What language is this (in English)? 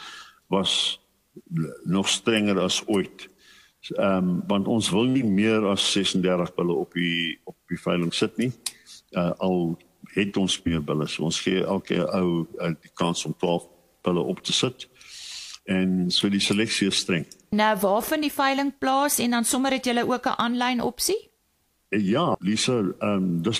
Afrikaans